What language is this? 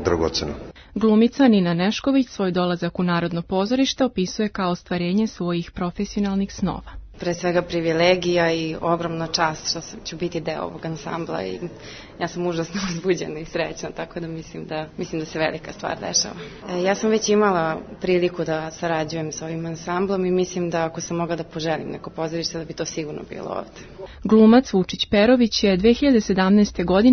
Serbian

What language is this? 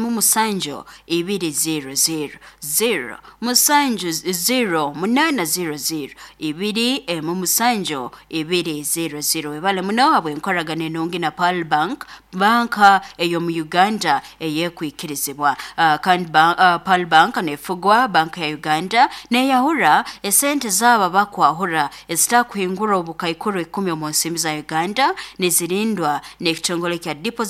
Nyoro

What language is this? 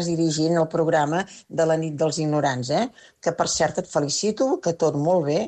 Catalan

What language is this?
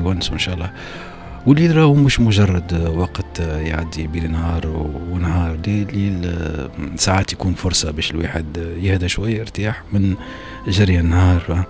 Tunisian Arabic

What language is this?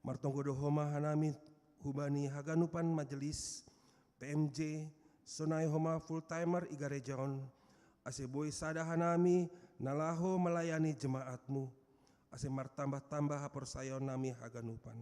Batak Simalungun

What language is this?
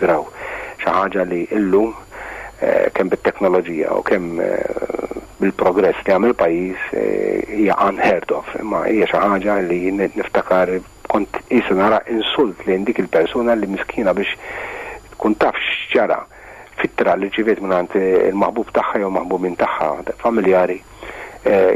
Maltese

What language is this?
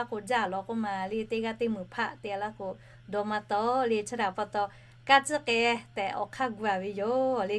Lahu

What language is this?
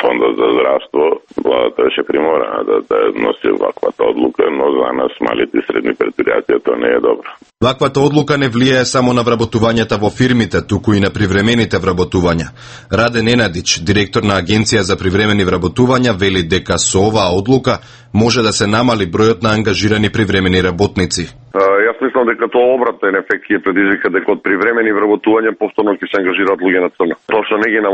Macedonian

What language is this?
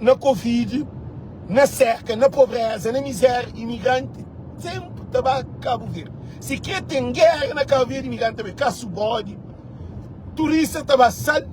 Kabuverdianu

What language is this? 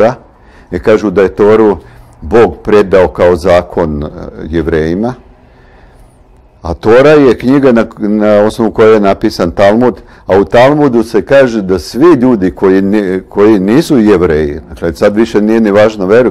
Serbian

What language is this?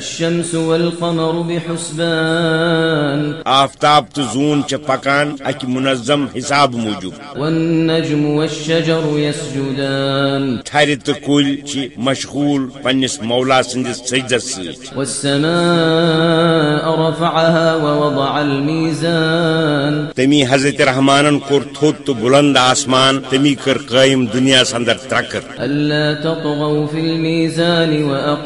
Kashmiri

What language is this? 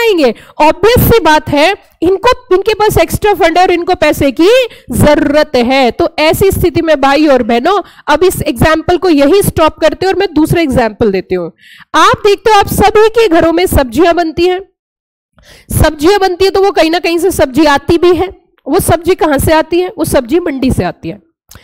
Hindi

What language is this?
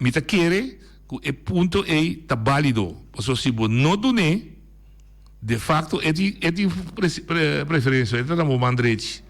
Papiamento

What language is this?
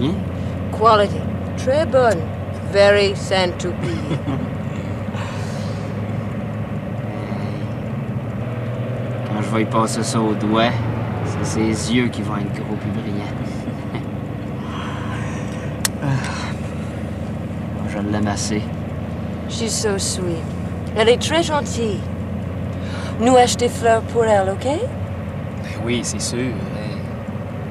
French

